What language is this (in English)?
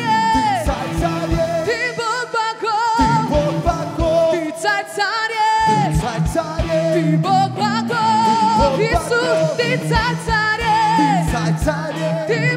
Russian